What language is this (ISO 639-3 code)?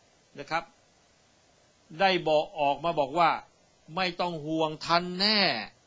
tha